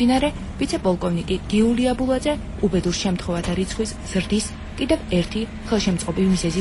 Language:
Georgian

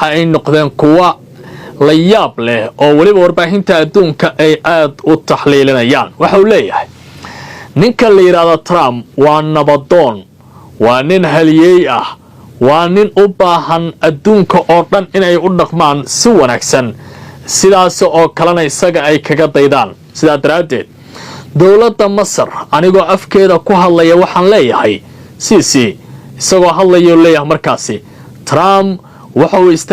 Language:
Somali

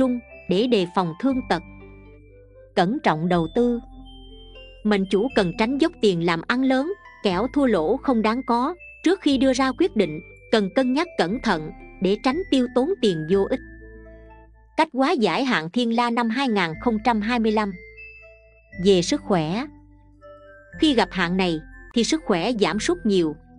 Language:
Vietnamese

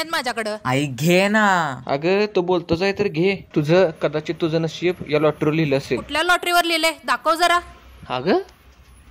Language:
Marathi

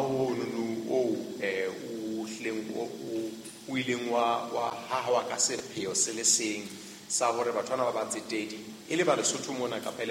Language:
Southern Sotho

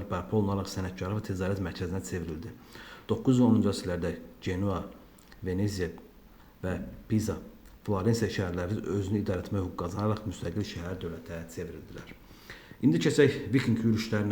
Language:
Azerbaijani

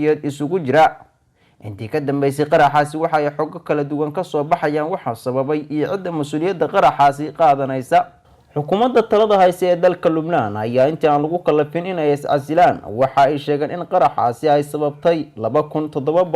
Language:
Somali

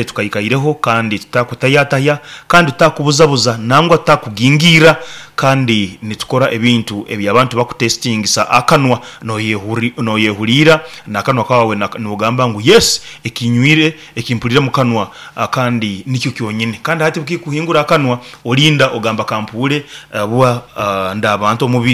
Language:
Nyoro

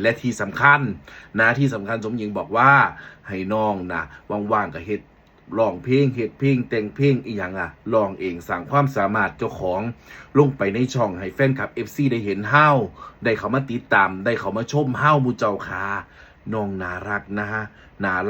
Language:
Northeastern Thai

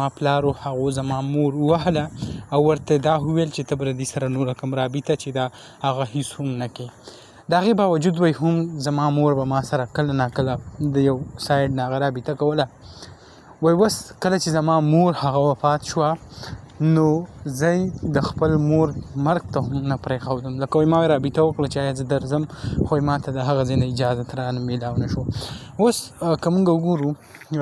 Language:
Pashto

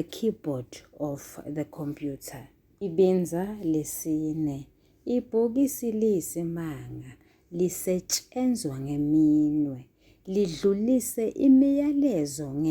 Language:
Zulu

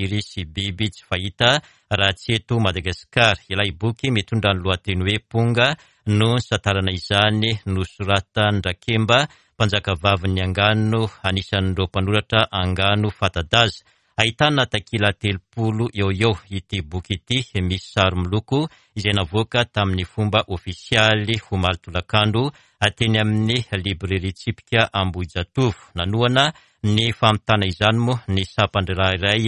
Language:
Malagasy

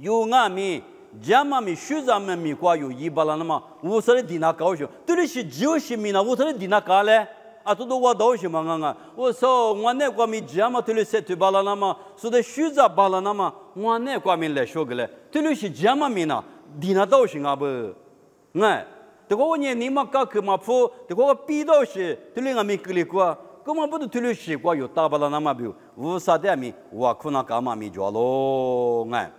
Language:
Lisu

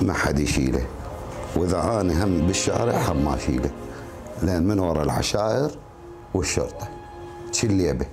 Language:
Mesopotamian Arabic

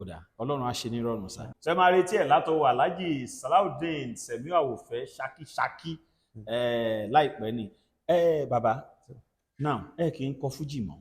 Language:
Yoruba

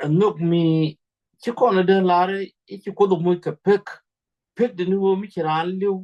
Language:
Nuer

